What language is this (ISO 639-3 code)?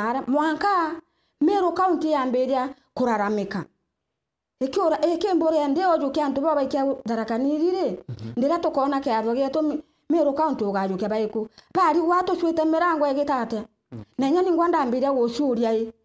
mer